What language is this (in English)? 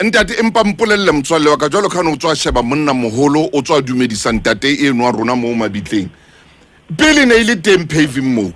Southern Sotho